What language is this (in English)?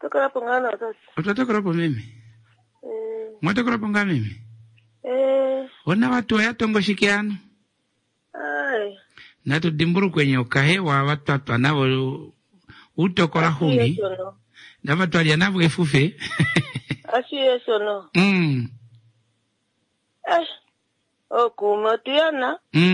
Swahili